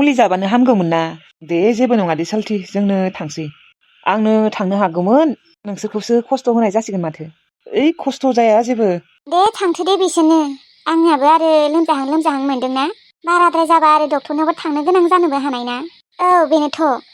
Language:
Bodo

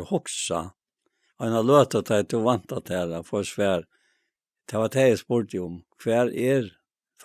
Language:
Faroese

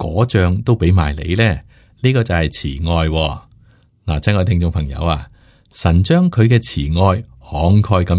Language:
Cantonese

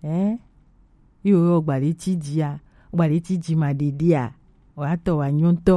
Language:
Gen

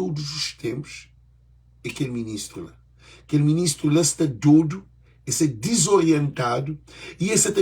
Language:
Kabuverdianu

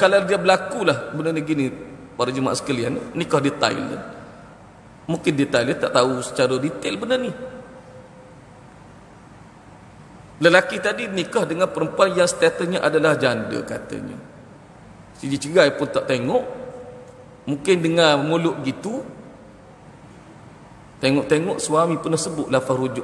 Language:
Malay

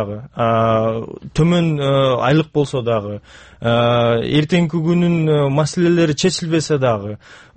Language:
Kyrgyz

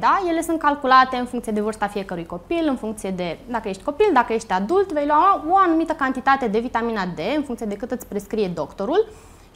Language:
Romanian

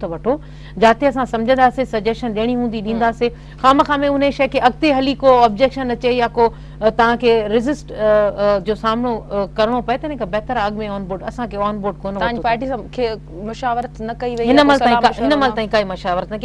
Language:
Sindhi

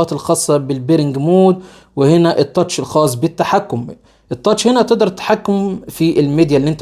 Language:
Egyptian Arabic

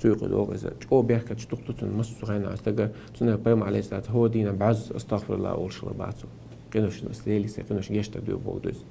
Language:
Chechen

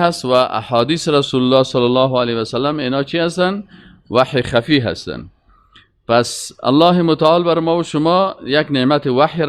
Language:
Persian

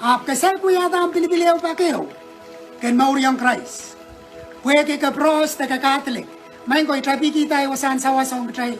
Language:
Pohnpeian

